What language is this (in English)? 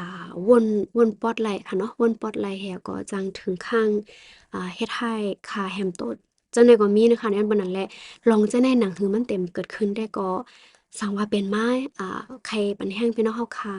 Shan